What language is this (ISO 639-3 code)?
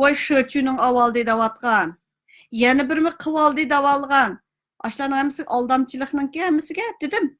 uig